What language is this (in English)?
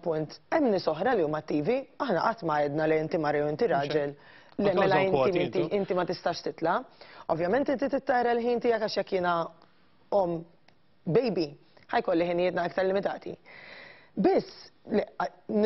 Maltese